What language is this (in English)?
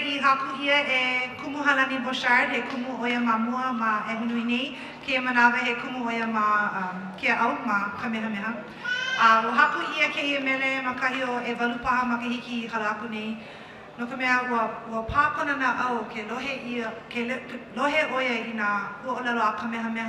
Hawaiian